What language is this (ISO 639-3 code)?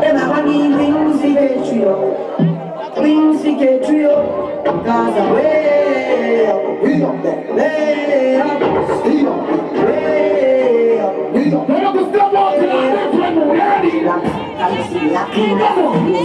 jam